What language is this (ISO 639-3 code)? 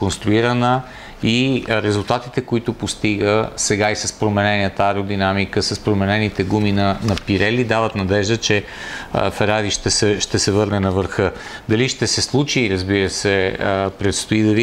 bul